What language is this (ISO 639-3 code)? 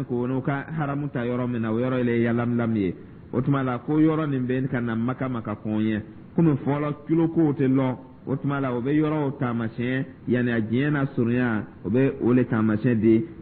dyu